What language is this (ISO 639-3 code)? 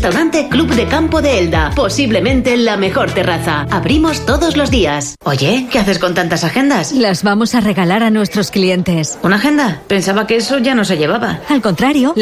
spa